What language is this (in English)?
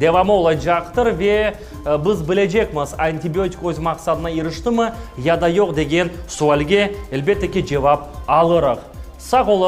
Crimean Tatar